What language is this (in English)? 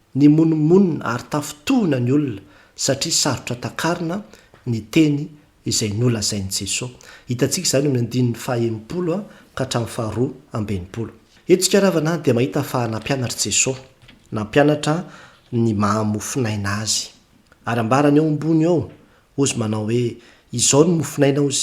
Malagasy